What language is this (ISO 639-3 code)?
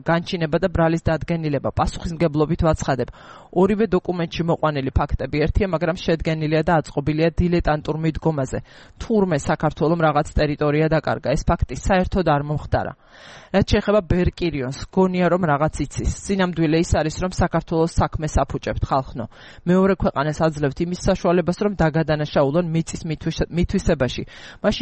kat